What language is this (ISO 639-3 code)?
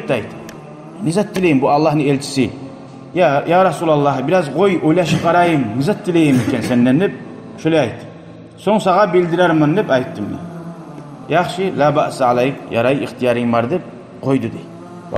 kum